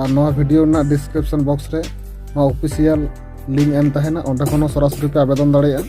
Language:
Santali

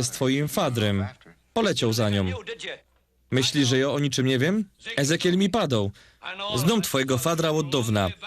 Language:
Silesian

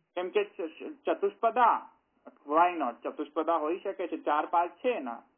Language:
Gujarati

